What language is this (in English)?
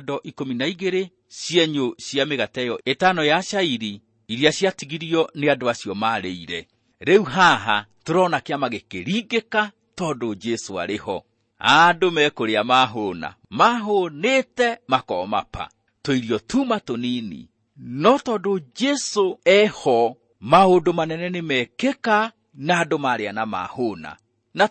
Kikuyu